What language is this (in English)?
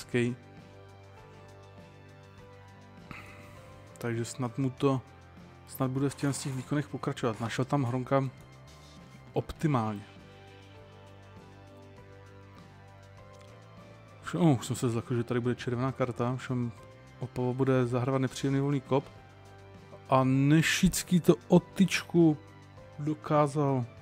Czech